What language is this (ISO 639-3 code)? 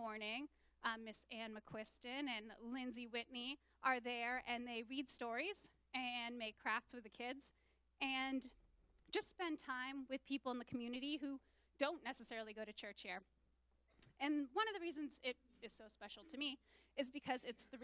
eng